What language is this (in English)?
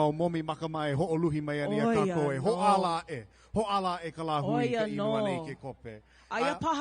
Hawaiian